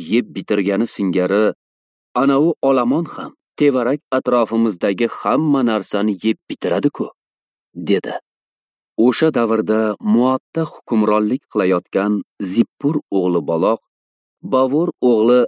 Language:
Uzbek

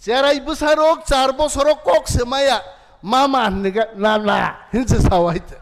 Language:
Kok Borok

